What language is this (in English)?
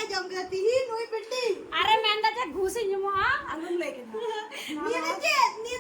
Santali